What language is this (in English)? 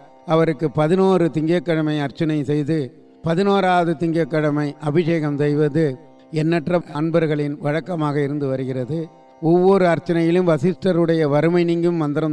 Tamil